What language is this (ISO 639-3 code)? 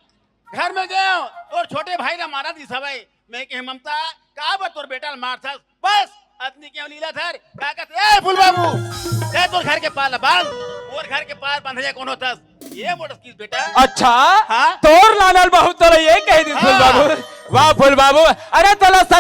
hne